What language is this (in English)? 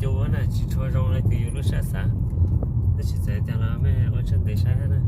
Hmong